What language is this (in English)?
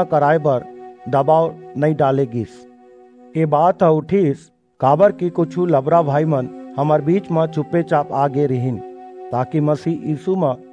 Chhattisgarhi